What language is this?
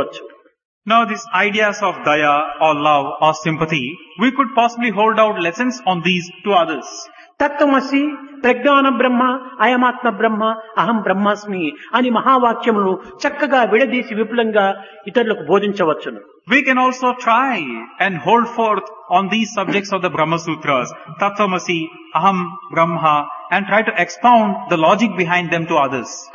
Telugu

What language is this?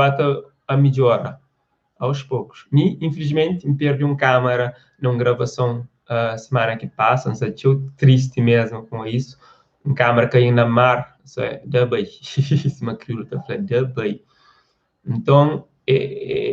Kabuverdianu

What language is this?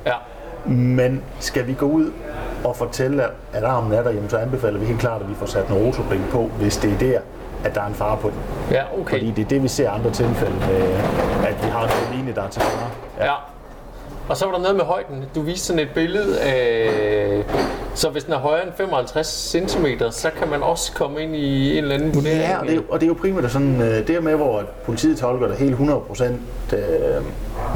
Danish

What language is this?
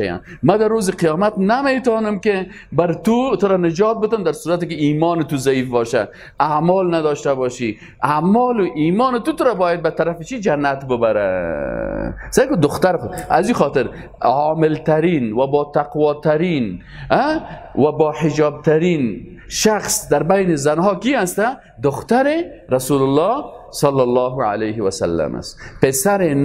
Persian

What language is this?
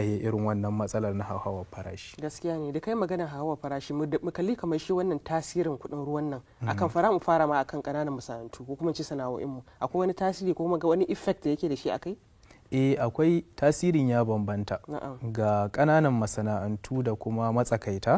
Hausa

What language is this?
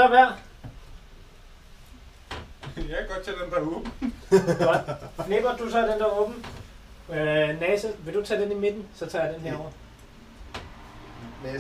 Danish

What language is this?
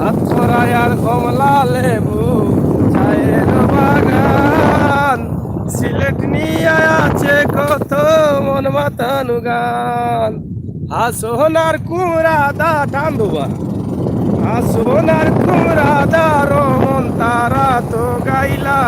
Sylheti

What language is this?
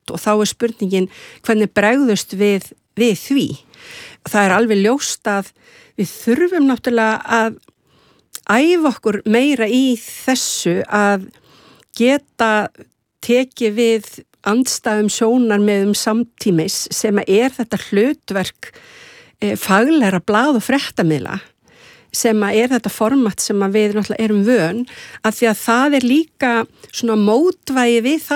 Icelandic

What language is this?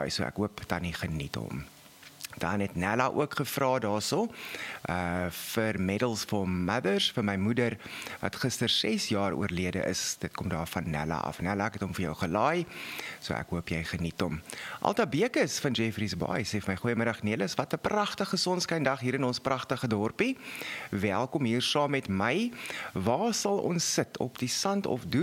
Afrikaans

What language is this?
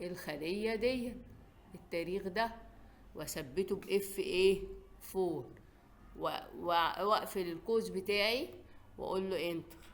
Egyptian Arabic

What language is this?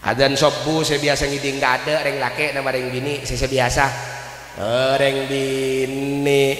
Madurese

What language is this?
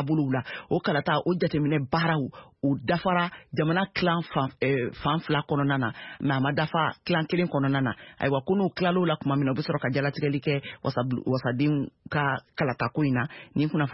Bambara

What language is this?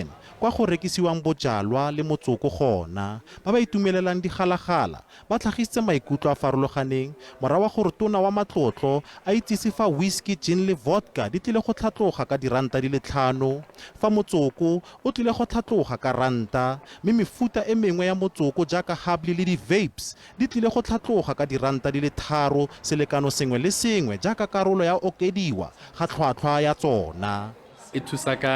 Tswana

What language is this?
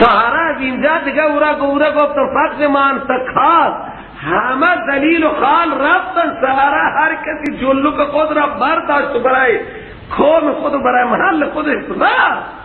Persian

